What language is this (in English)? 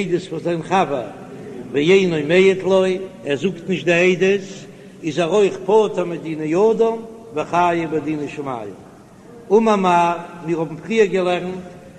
Yiddish